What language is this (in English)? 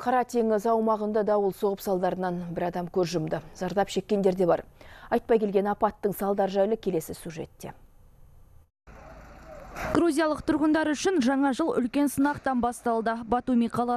Kazakh